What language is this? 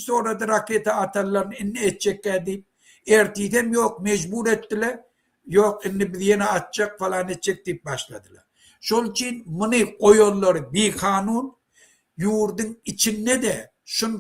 Turkmen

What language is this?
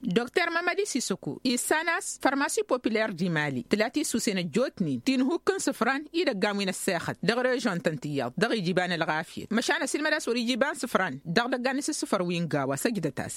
Tamasheq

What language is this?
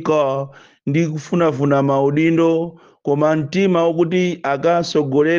Nyanja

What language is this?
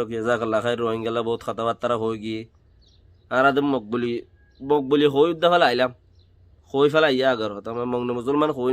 Rohingya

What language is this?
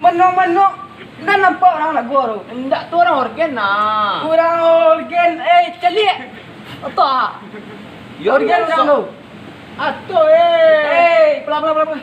Minangkabau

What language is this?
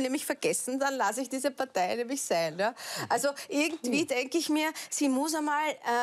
German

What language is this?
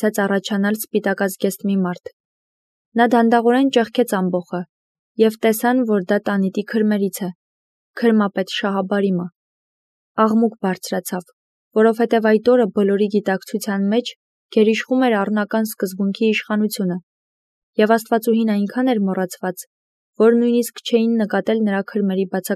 Armenian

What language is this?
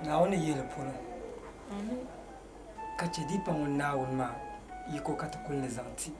Dagbani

